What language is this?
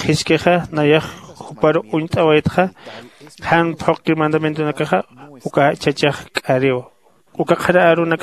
Aymara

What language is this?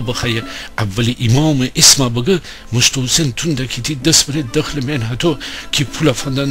Gilaki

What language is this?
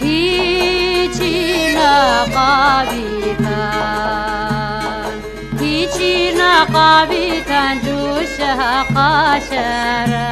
Lak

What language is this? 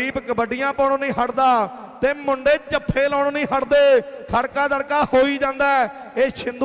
Punjabi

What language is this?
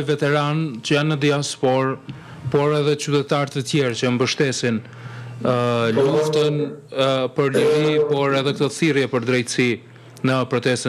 Albanian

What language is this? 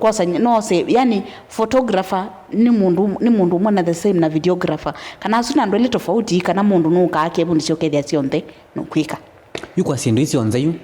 Kamba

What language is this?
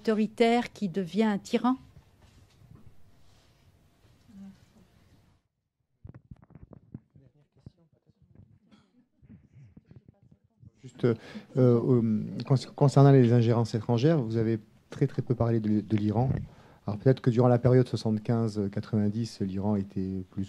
French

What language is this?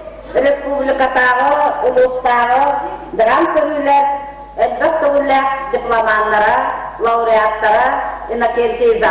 Yakut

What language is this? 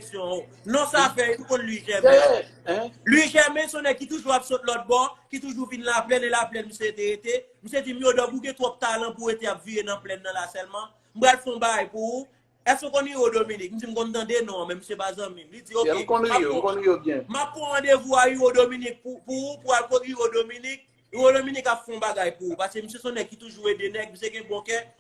Haitian Creole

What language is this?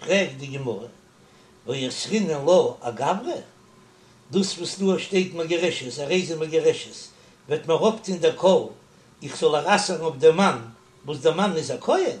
Yiddish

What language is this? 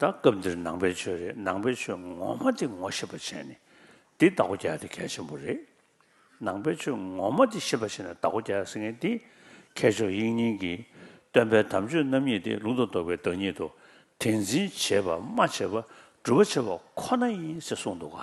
Tibetan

